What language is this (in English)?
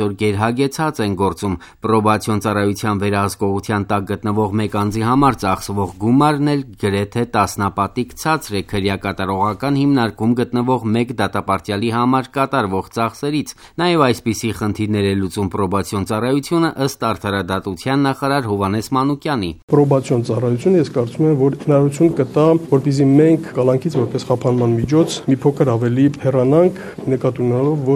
Armenian